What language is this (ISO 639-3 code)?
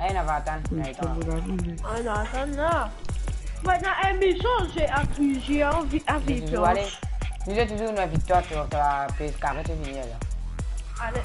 mfe